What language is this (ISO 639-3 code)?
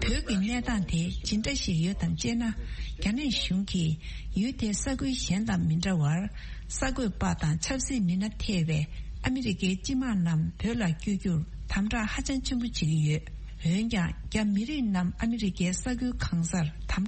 bod